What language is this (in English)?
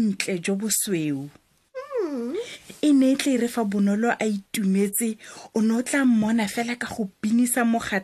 Tswana